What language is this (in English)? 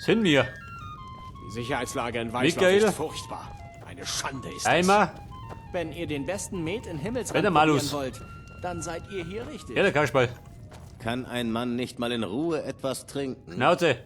Bavarian